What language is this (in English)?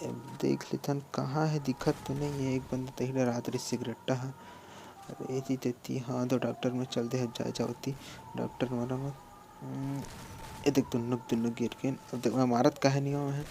Chhattisgarhi